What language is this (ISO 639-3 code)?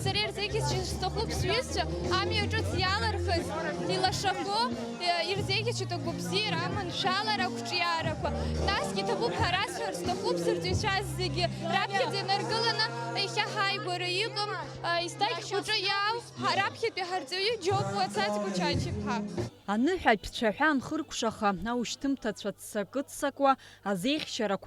abk